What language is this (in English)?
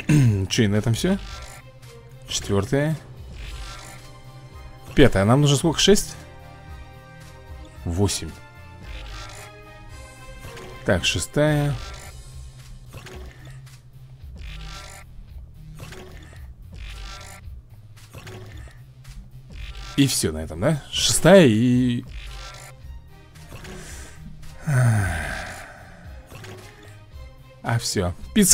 Russian